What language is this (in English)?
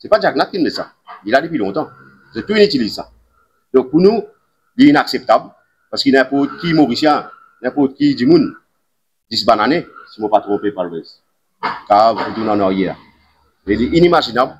Morisyen